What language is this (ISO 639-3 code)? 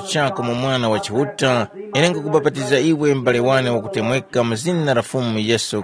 tum